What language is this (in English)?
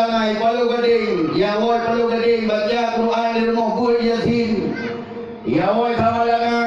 Achinese